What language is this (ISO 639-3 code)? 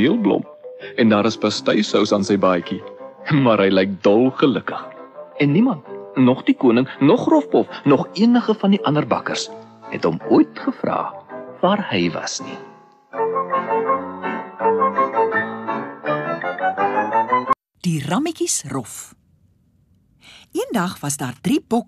afr